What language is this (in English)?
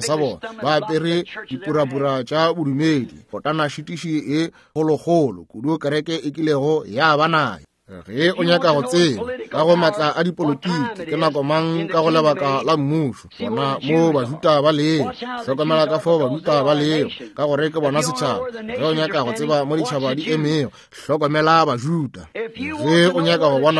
Northern Sotho